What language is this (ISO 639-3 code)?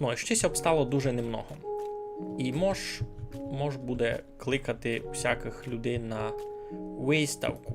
rue